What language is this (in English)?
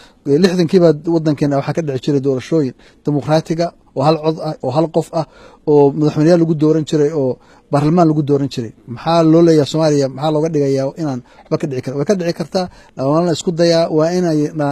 Somali